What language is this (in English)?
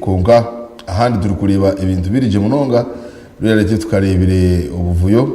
Nyankole